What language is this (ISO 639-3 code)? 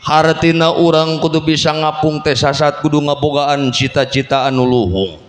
sun